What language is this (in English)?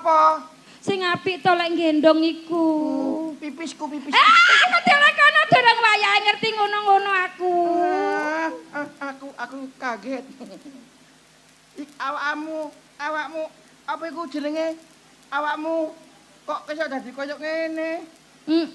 Javanese